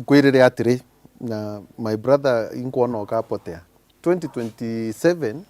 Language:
Meru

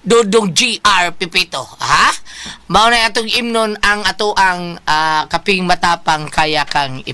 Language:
Cebuano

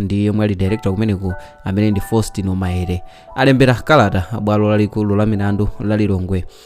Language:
Nyanja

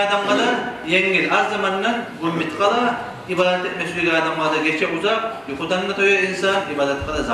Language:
Kumyk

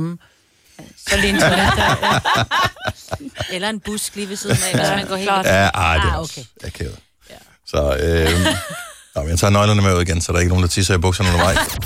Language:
Danish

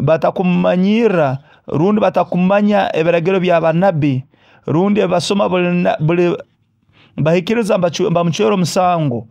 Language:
Nyoro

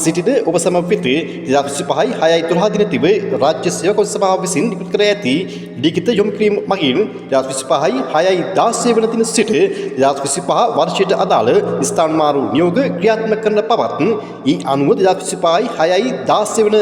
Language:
Sinhala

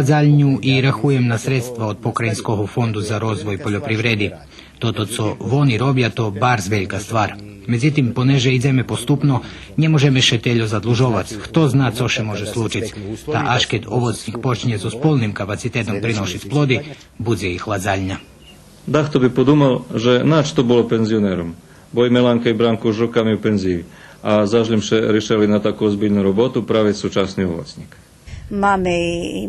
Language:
Rusyn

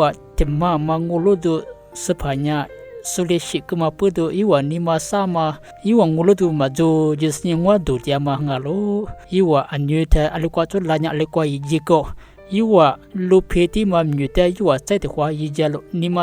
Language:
Lisu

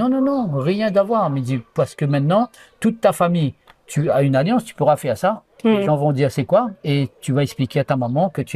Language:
Réunion Creole French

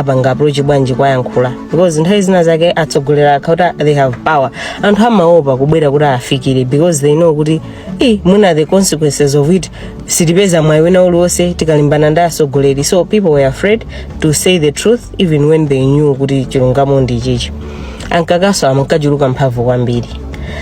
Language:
Nyanja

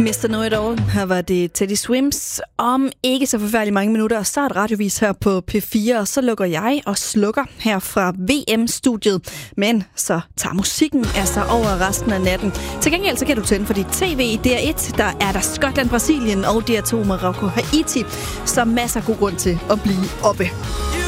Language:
Danish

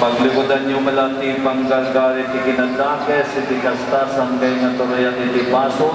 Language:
Iloko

